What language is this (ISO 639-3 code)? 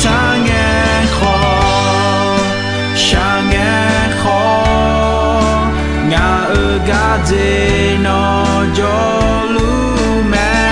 ahk